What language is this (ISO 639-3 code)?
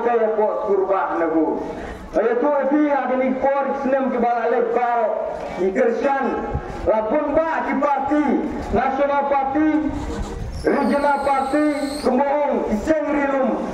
kha